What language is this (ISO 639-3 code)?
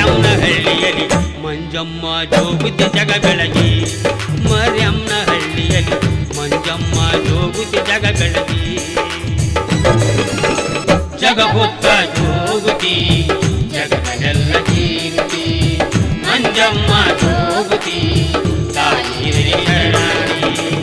kan